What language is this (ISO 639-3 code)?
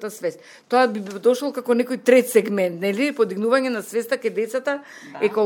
mkd